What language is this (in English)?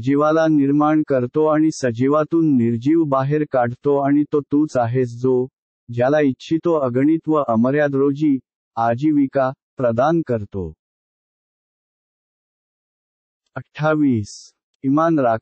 Marathi